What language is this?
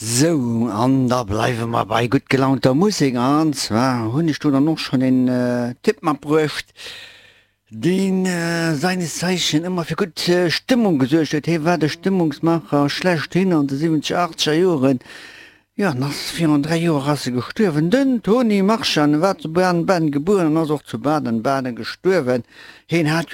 Luxembourgish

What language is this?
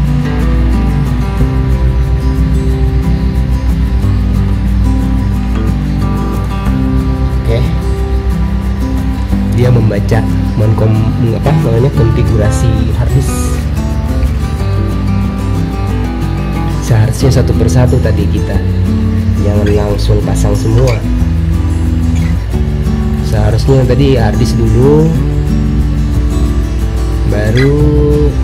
Indonesian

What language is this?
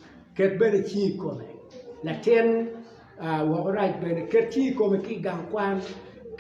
Acoli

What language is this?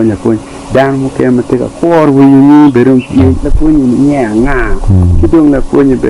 Acoli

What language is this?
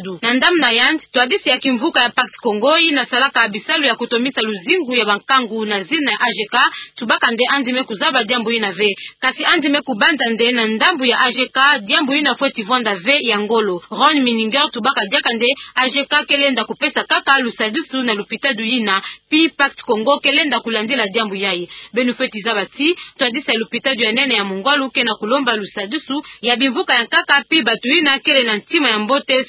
Kituba (Democratic Republic of Congo)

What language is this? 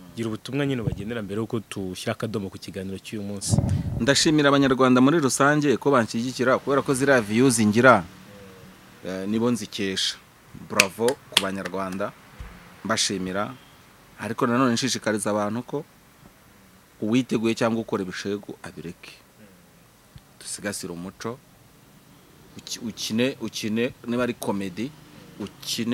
Kinyarwanda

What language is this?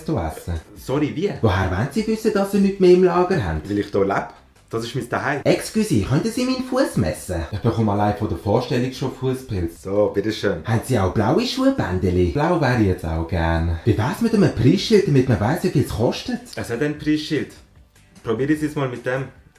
Swiss German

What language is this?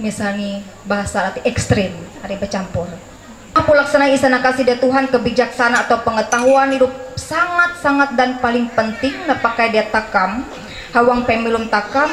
Ma'anyan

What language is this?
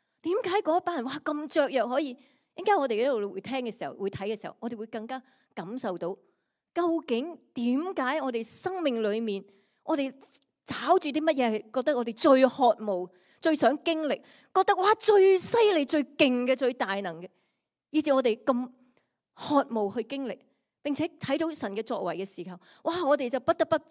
Cantonese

